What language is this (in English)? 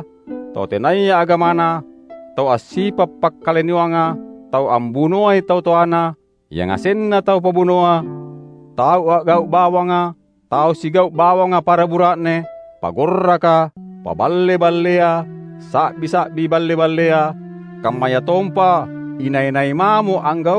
Makasar